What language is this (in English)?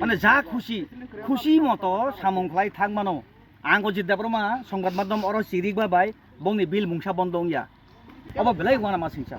Kok Borok